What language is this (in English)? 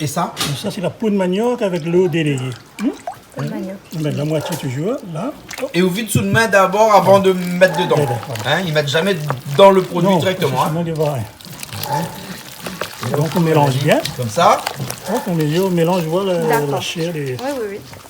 Réunion Creole French